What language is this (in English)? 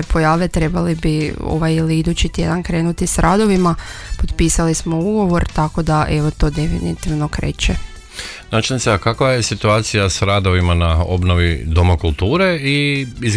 Croatian